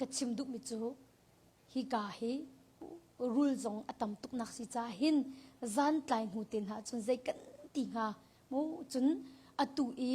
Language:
Hakha Chin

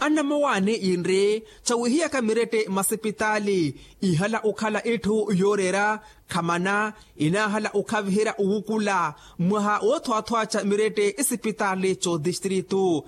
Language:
Makhuwa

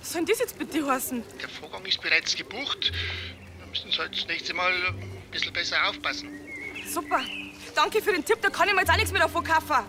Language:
Bavarian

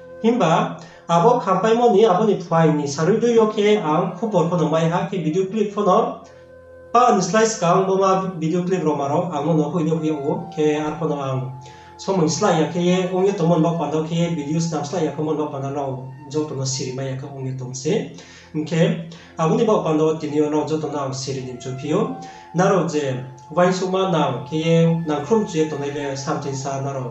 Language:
Riang (India)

